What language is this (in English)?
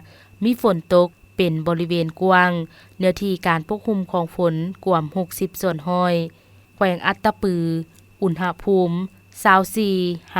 Lao